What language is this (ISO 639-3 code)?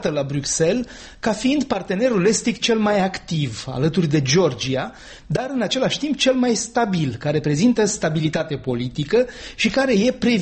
ron